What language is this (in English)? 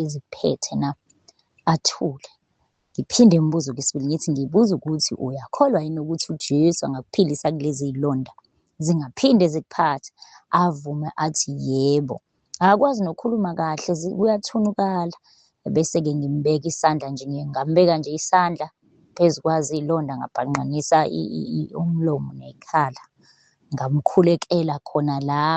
Zulu